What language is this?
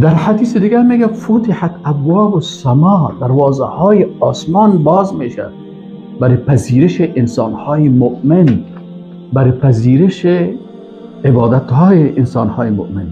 Persian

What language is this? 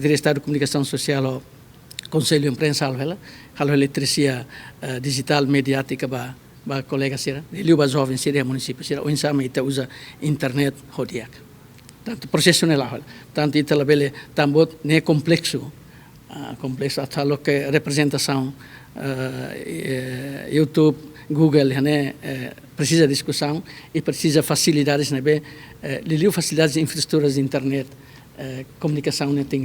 Tetum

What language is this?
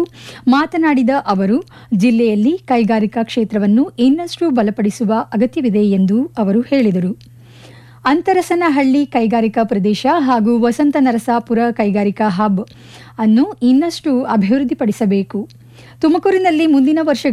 Kannada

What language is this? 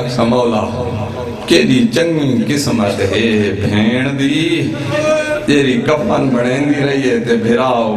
Saraiki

